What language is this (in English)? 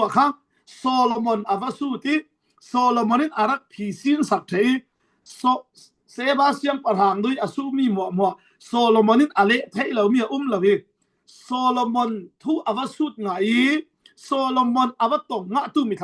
Falam Chin